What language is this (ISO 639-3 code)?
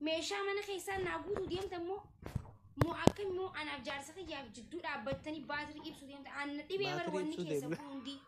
orm